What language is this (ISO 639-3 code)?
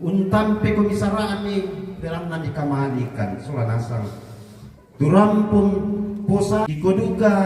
sda